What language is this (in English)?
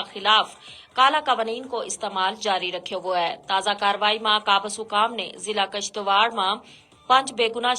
Gujari